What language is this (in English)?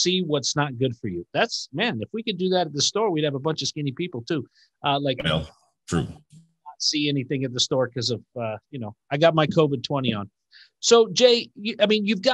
English